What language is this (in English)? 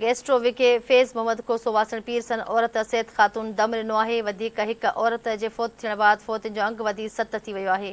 Sindhi